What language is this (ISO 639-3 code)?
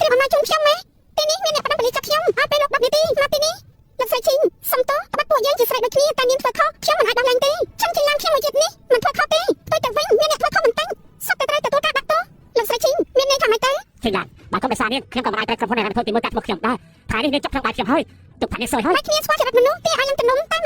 khm